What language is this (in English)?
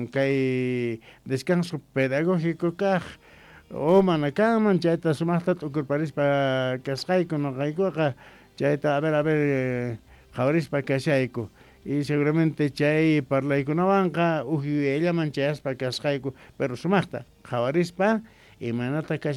South Bolivian Quechua